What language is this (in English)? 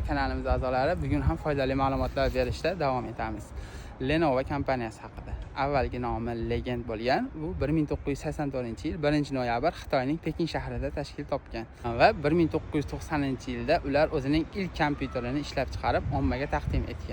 Uzbek